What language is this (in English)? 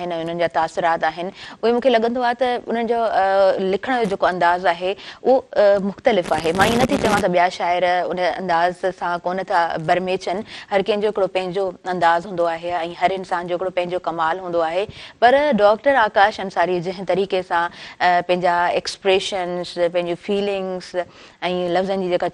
Sindhi